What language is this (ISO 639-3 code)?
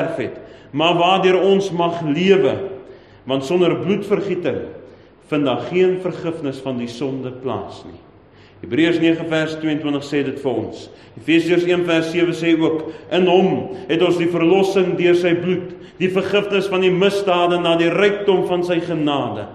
afr